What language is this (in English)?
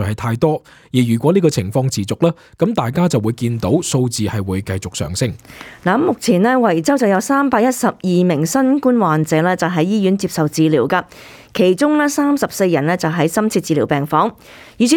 Cantonese